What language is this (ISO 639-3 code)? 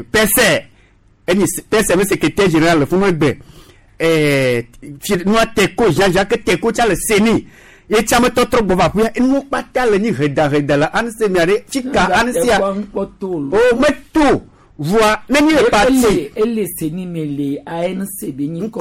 gej